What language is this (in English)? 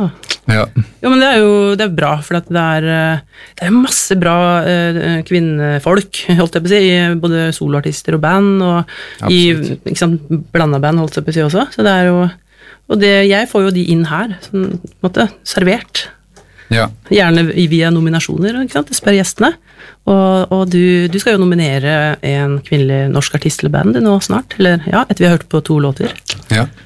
Norwegian